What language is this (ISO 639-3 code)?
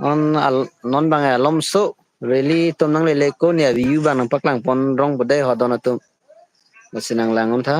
mjw